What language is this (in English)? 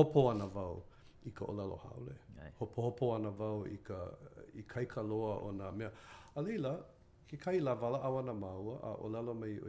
Hawaiian